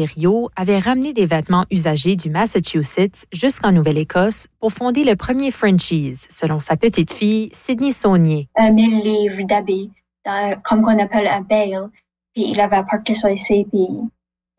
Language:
French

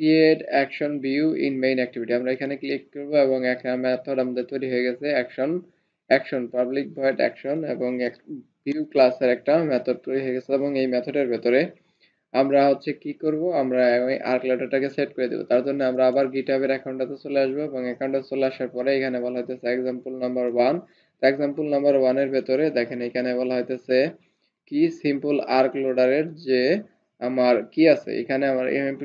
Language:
Bangla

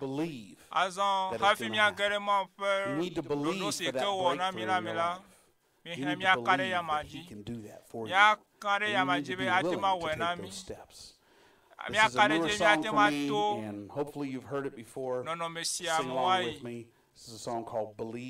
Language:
Ewe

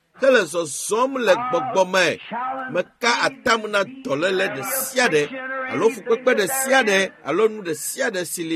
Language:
Ewe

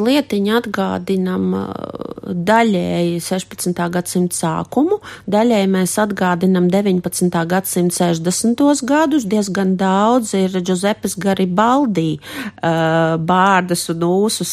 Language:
Latvian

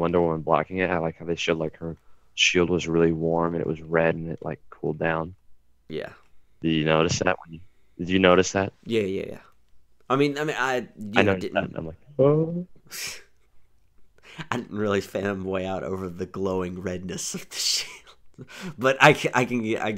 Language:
English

